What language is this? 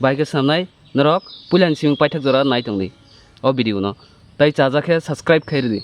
Kok Borok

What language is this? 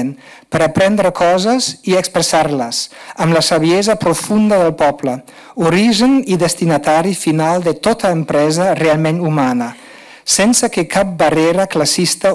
Catalan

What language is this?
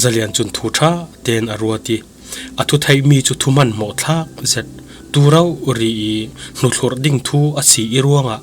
Falam Chin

